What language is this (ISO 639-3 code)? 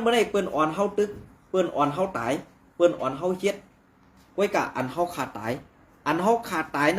shn